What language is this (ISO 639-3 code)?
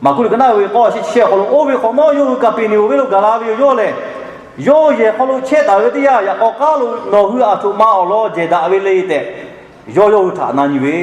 lhu